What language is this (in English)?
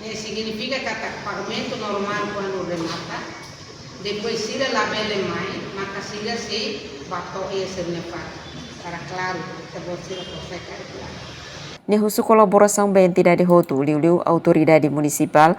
Tetum